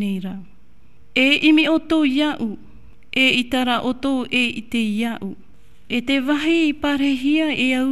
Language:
Tahitian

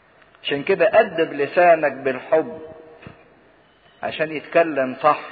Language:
Egyptian Arabic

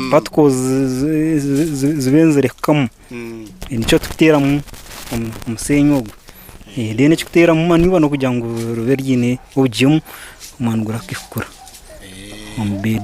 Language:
Nyankole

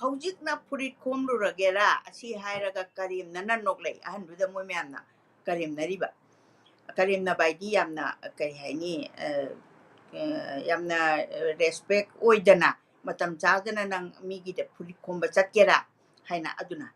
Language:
Manipuri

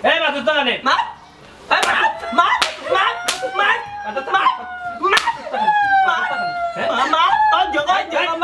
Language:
Sylheti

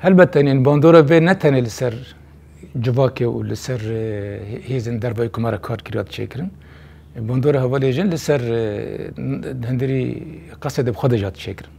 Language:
Kurdish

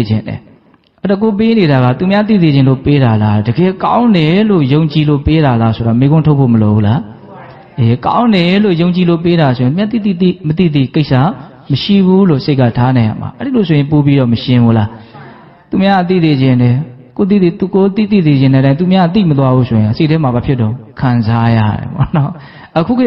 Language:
Burmese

